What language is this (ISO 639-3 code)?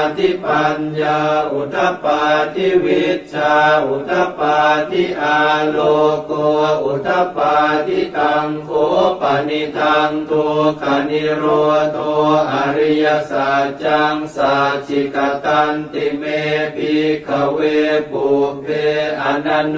pli